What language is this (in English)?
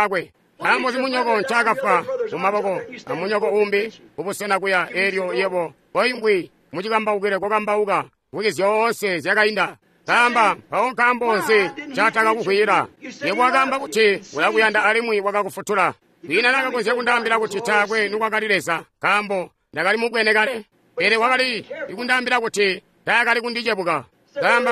Tonga (Zambia)